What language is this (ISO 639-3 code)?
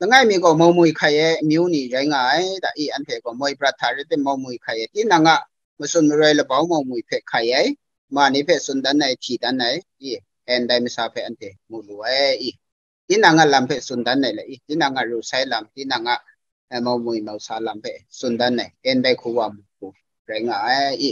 kac